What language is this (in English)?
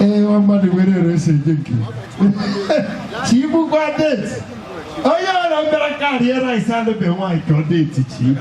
Igbo